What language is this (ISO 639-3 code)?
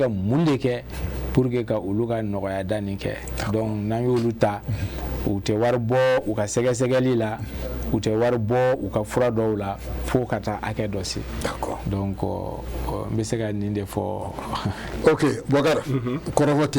bam